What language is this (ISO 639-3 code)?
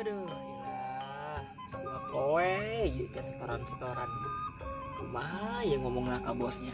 sun